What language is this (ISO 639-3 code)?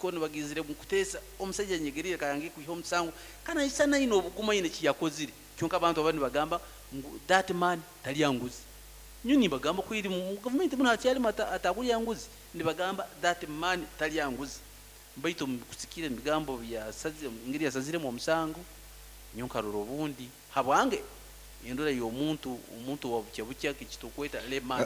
nyo